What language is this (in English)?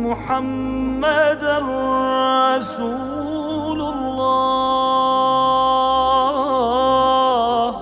Chechen